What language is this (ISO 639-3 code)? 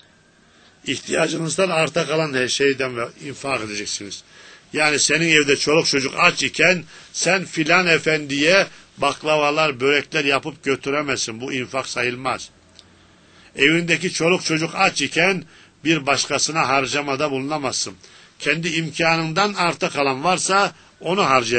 tur